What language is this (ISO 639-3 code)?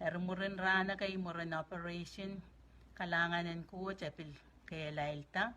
pon